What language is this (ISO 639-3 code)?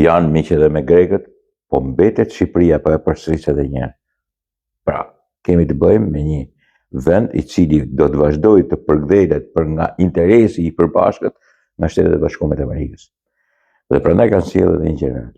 sqi